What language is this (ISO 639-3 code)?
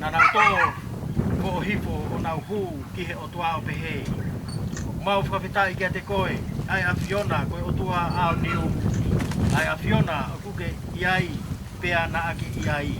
ton